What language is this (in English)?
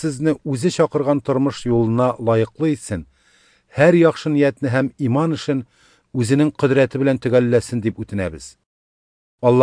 Tatar